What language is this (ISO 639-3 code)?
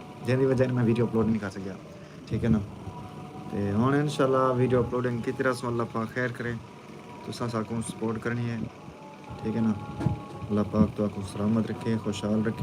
skr